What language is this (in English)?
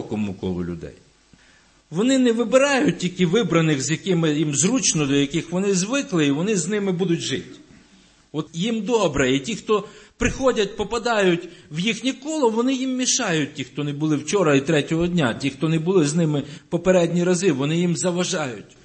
Ukrainian